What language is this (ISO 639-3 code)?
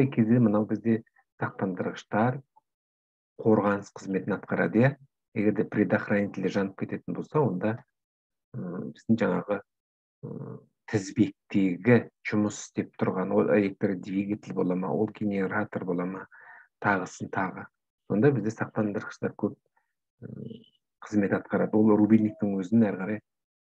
kaz